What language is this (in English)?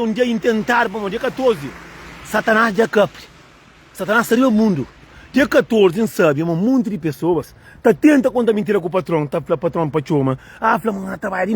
Kabuverdianu